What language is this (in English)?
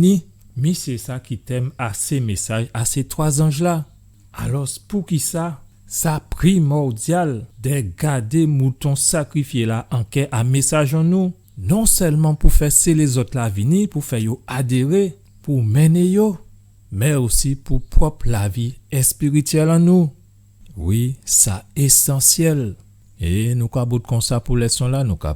Guadeloupean Creole French